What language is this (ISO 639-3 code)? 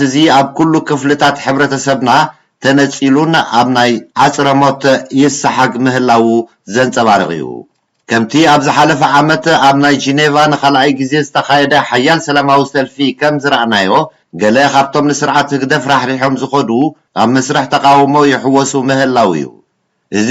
tir